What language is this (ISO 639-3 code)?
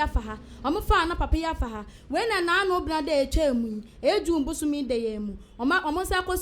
aka